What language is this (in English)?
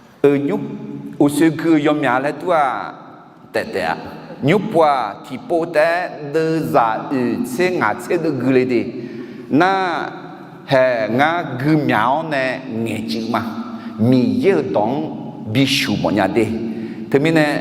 Akha